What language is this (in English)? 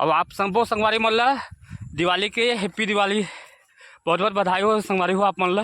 Chhattisgarhi